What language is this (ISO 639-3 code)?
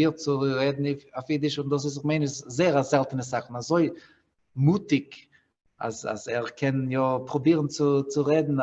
yid